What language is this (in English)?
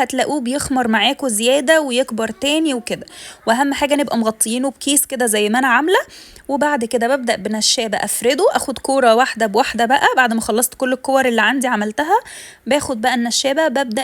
Egyptian Arabic